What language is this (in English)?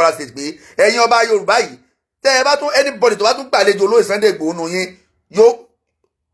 Yoruba